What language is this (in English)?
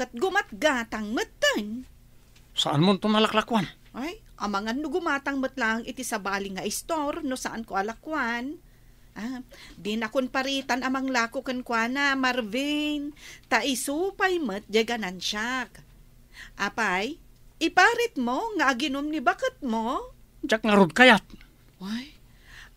Iloko